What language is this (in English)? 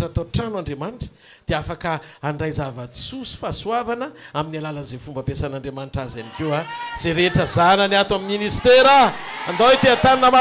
Malagasy